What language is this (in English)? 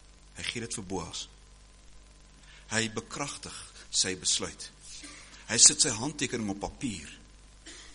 Afrikaans